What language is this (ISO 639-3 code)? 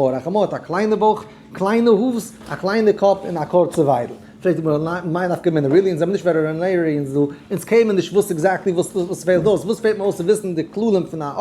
yid